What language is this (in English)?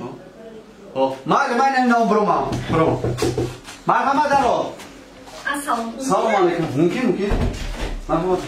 Tajik